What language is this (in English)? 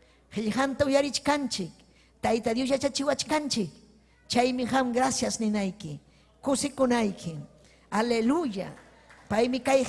Ayacucho Quechua